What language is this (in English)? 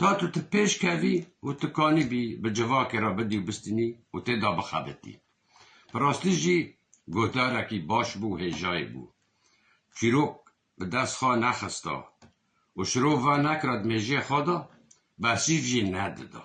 Kurdish